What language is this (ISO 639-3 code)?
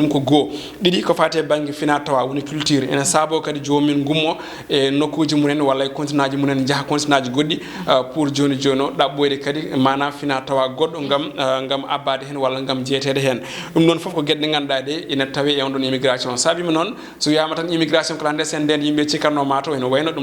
ful